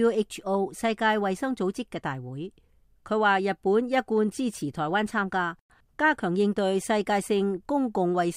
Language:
Cantonese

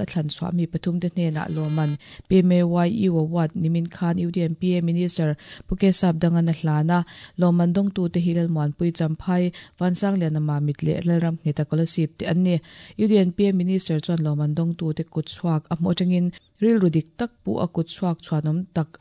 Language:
Mizo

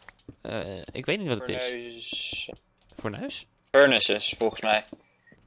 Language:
Dutch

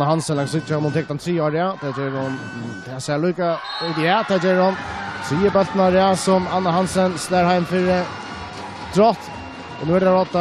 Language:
Faroese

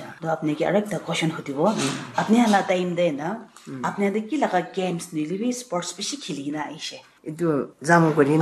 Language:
Naga Pidgin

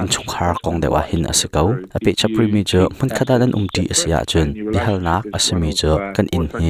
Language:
Hakha Chin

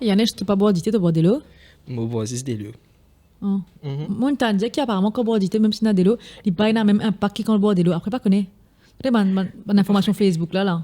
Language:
Morisyen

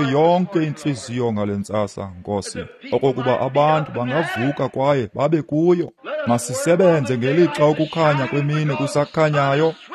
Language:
Xhosa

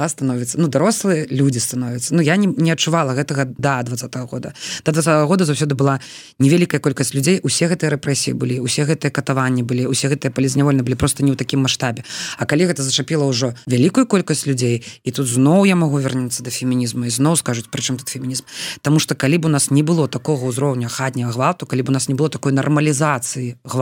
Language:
Belarusian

